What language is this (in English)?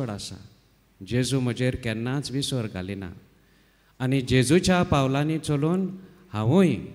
Konkani